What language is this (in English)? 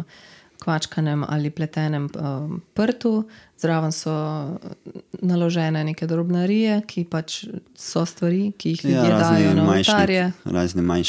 Slovenian